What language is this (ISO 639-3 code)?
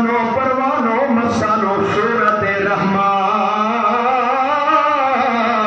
skr